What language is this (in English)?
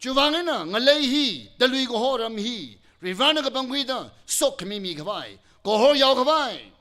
Tangkhul Naga (India)